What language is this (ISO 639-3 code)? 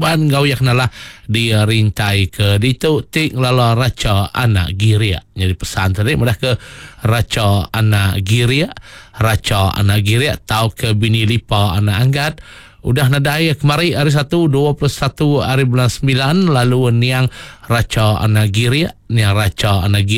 iba